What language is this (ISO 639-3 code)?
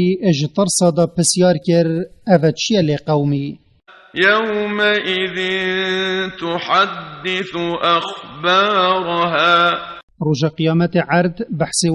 kur